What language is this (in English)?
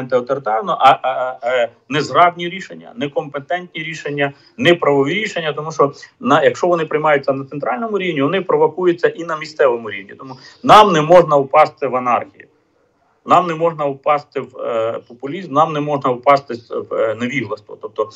Ukrainian